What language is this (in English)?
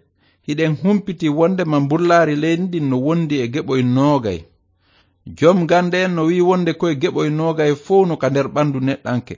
Fula